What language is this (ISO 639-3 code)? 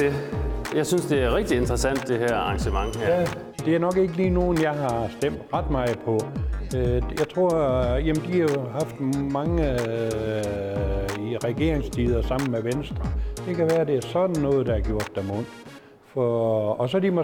dan